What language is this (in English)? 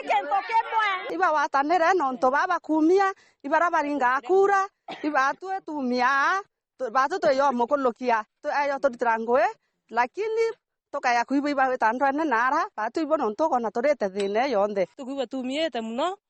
Meru